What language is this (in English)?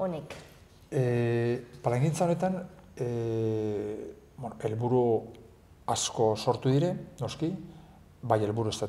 Basque